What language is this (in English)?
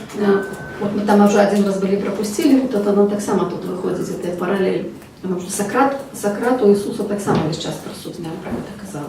Belarusian